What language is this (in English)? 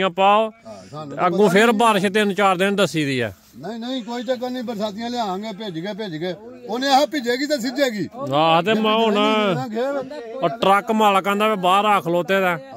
Punjabi